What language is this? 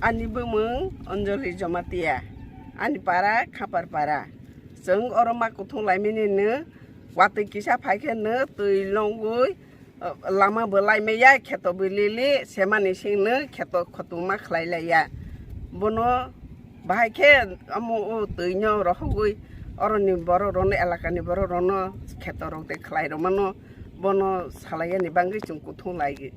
Kok Borok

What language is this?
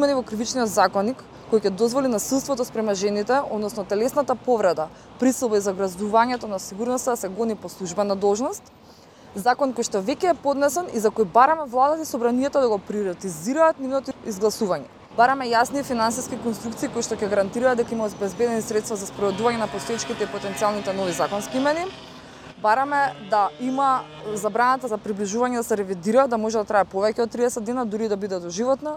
Macedonian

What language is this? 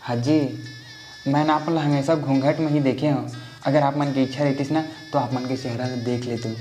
Chhattisgarhi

